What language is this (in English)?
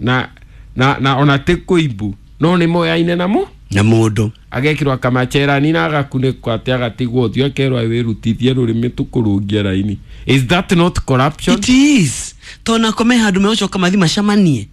Kikuyu